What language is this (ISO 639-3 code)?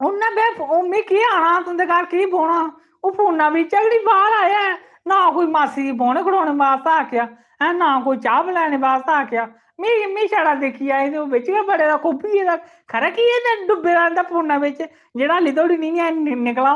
doi